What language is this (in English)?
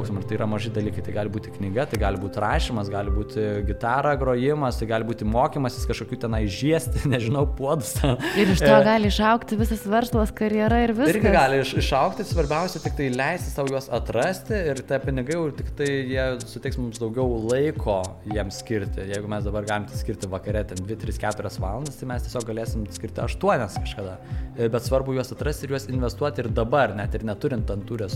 Lithuanian